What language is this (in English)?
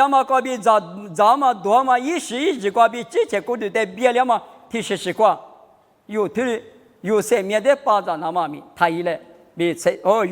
Lisu